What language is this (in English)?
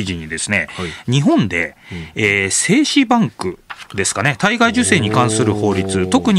Japanese